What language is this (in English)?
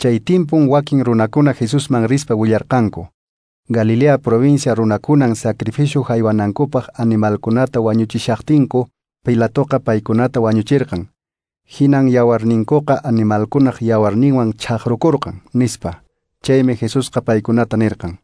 Quechua